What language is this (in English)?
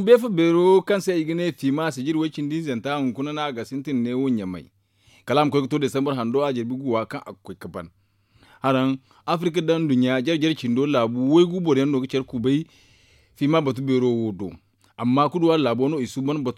Zarma